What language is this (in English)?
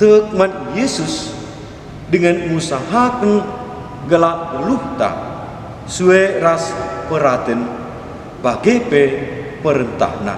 Batak Karo